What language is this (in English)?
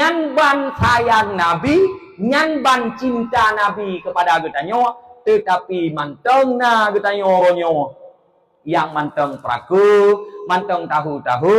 Achinese